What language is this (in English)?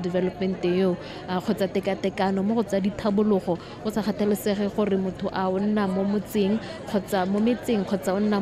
Tswana